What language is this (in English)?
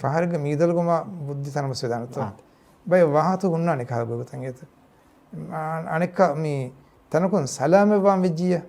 Divehi